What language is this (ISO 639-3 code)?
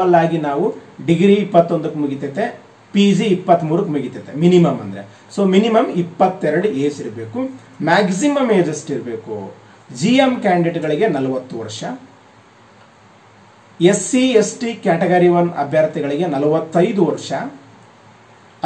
kan